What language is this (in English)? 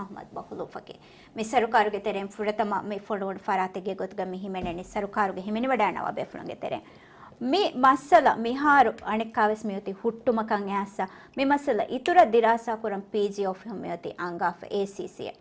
Divehi